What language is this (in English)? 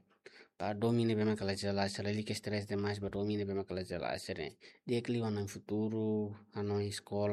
Tetum